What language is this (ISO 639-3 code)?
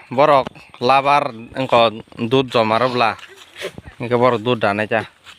trp